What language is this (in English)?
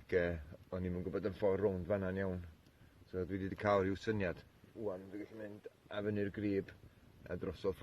Welsh